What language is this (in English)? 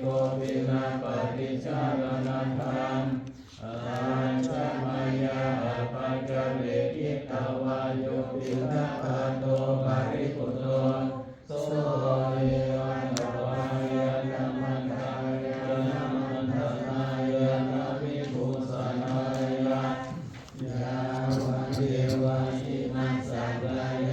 Pali